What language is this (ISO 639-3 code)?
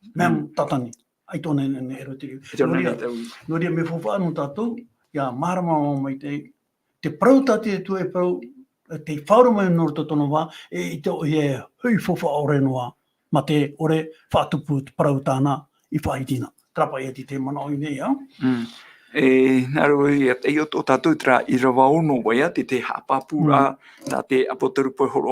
tah